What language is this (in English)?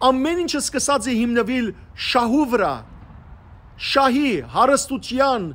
Western Armenian